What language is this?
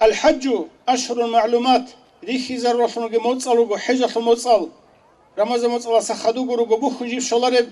Avaric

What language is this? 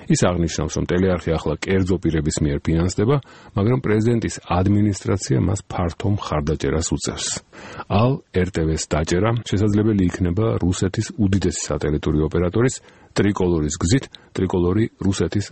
Georgian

